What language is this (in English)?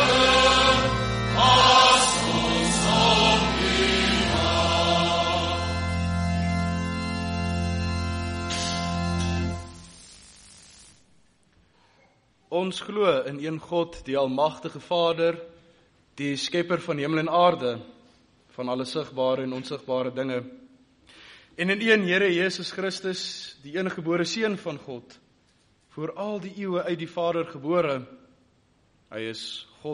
Afrikaans